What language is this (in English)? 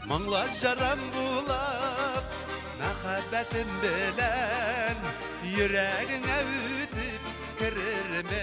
Tatar